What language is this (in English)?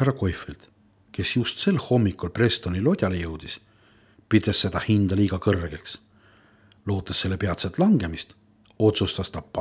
Estonian